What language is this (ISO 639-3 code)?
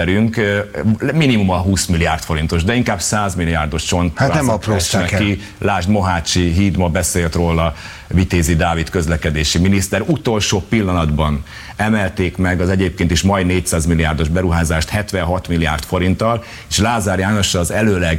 hun